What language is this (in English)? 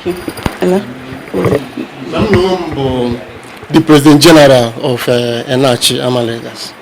Igbo